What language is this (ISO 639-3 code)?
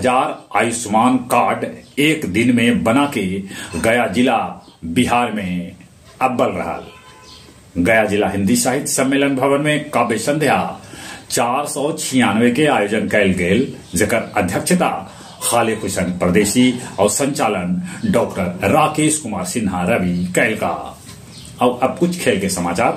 mag